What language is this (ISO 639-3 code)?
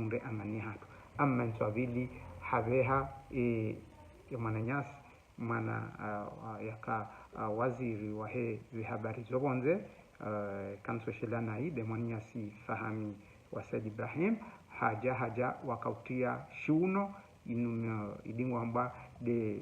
zdj